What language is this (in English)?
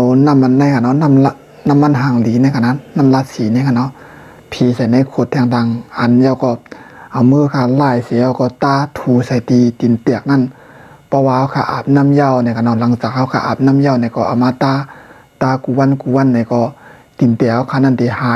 Shan